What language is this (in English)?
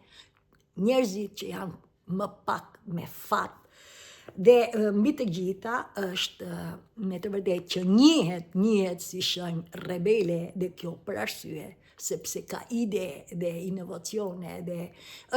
Albanian